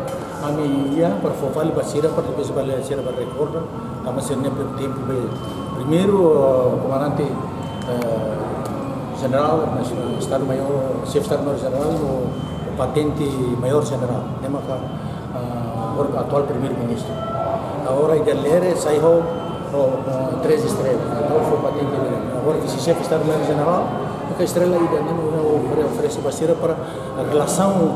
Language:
Tetum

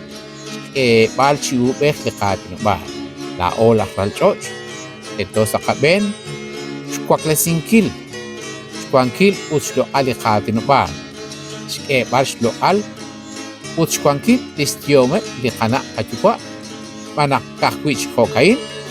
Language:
Kekchí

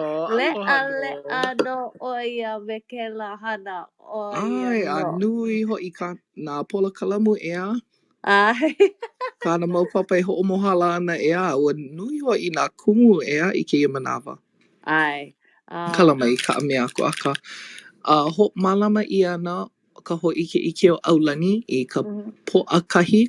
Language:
Hawaiian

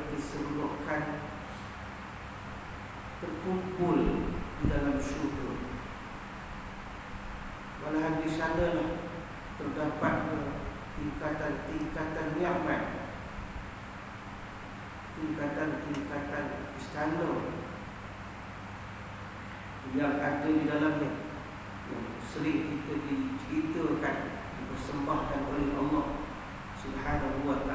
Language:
Malay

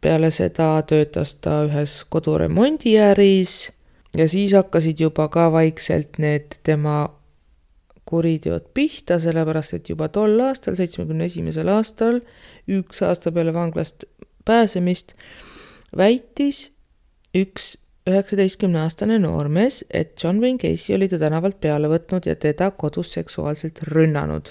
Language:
Estonian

